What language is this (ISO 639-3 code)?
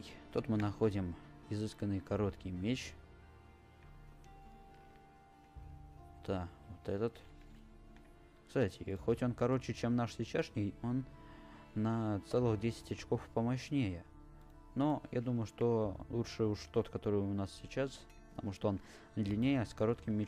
rus